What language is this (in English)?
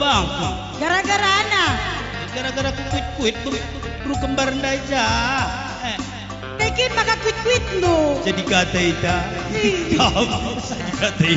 Batak Karo